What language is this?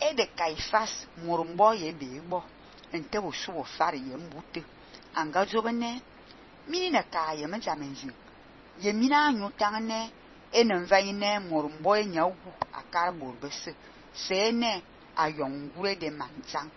Fang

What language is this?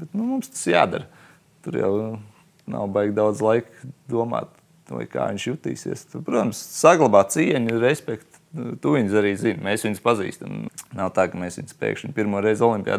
Latvian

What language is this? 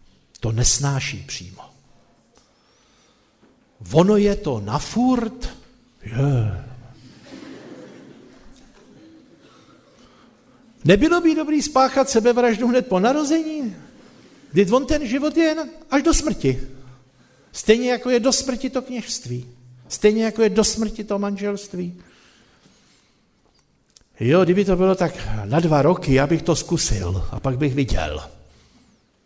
Czech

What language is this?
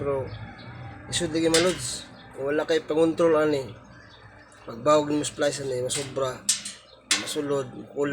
Cebuano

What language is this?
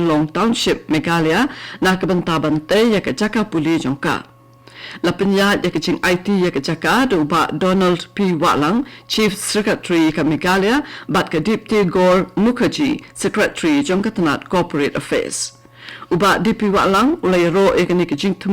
Khasi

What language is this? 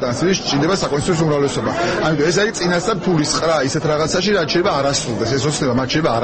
Georgian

